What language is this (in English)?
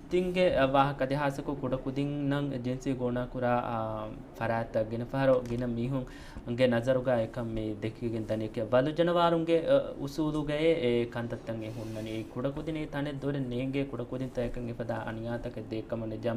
Divehi